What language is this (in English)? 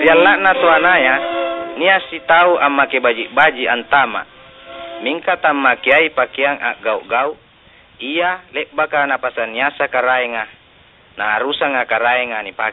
Makasar